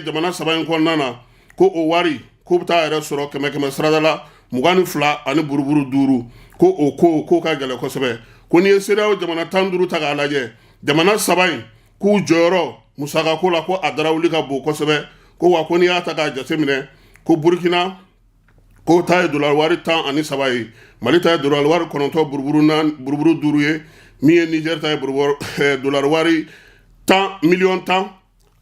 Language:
Bambara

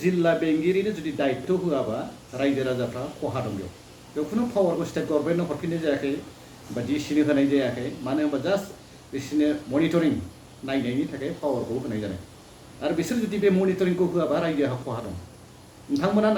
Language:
Bodo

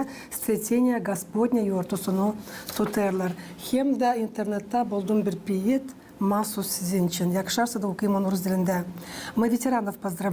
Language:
Gagauz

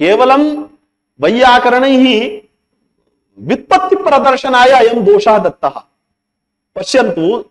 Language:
Sanskrit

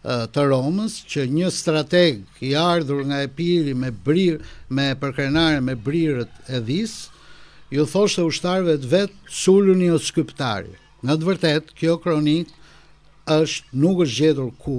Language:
Albanian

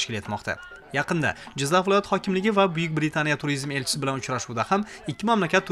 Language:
Uzbek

